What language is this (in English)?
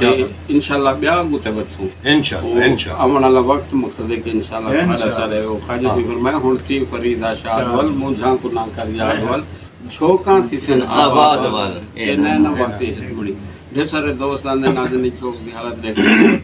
Saraiki